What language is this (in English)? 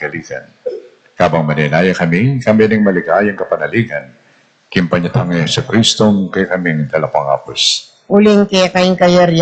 Pampanga